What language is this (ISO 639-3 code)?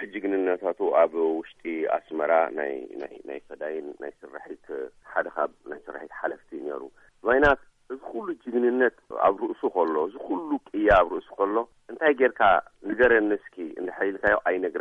tir